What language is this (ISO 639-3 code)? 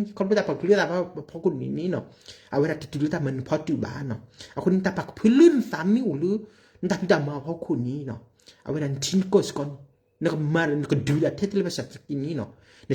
ksw